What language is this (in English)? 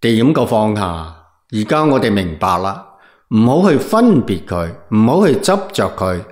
Cantonese